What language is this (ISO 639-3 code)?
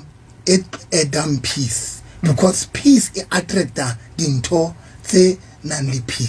sot